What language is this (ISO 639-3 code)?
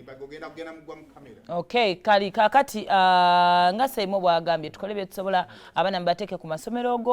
lug